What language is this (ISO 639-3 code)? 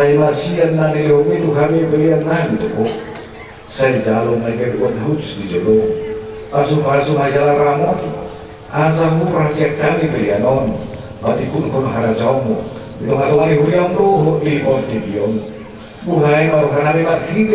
bbc